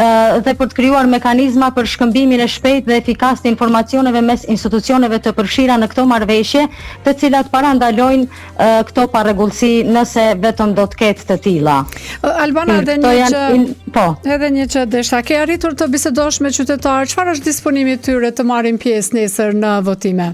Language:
Albanian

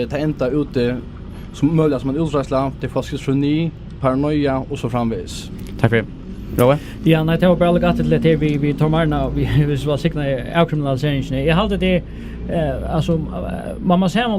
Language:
Faroese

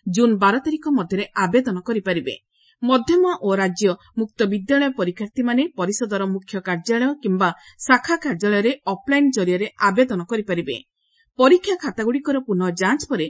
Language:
Odia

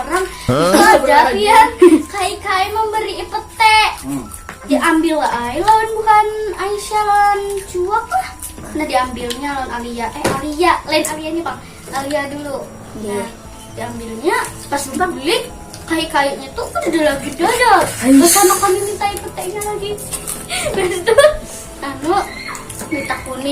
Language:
Banjar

